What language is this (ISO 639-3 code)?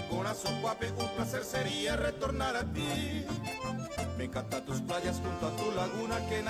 grn